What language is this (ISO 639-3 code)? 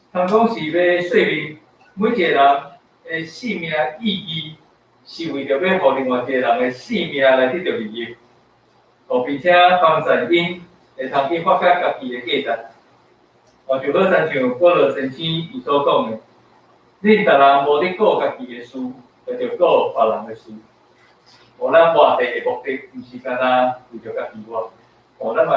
nan